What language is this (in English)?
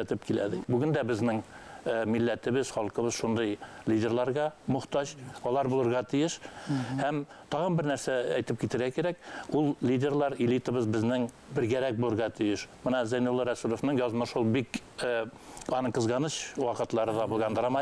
Bashkir